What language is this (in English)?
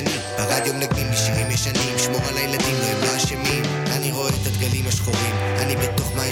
Hebrew